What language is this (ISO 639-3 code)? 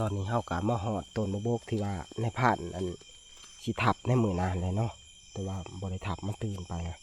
tts